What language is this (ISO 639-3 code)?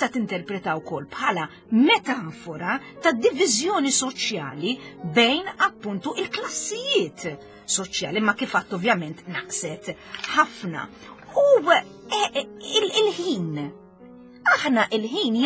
mlt